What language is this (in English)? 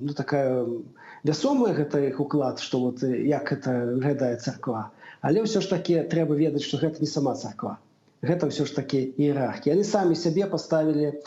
Belarusian